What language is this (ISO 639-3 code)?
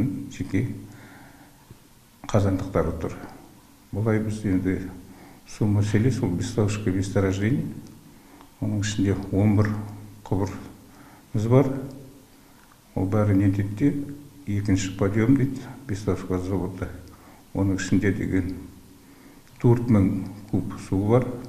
kaz